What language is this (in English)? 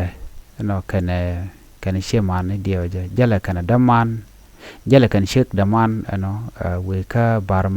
Nuer